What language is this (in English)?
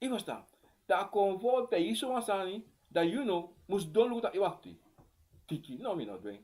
Sranan Tongo